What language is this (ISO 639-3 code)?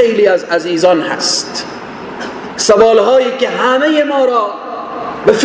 fas